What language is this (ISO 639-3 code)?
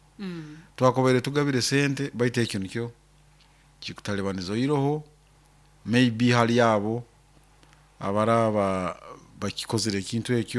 nyo